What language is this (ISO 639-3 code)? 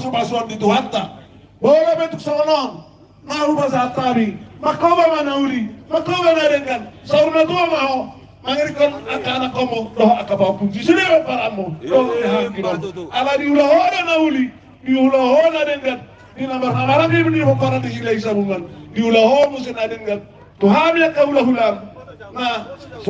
bbc